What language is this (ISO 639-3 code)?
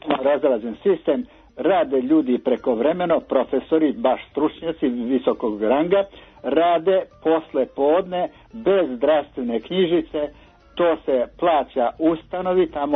srp